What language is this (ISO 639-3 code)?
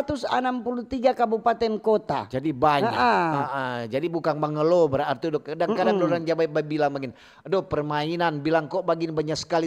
xmm